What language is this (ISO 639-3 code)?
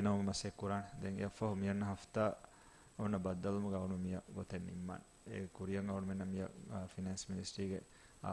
div